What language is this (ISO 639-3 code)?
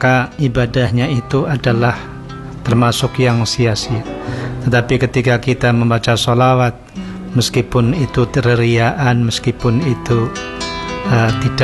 ind